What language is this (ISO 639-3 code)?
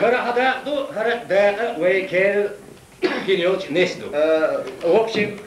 che